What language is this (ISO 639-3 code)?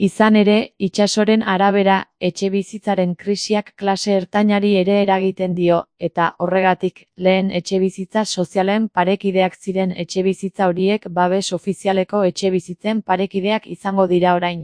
eus